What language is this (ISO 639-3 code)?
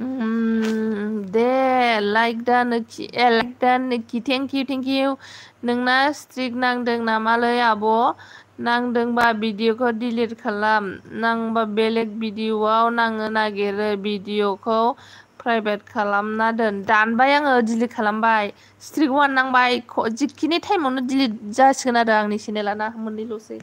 brx